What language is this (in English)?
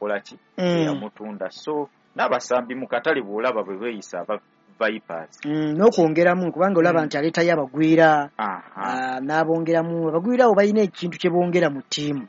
Ganda